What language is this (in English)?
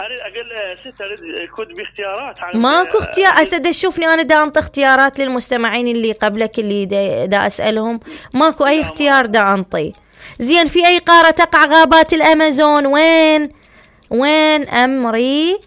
Mesopotamian Arabic